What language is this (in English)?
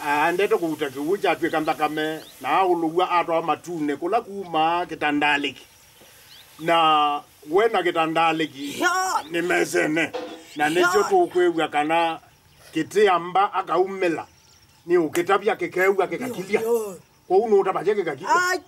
Kamba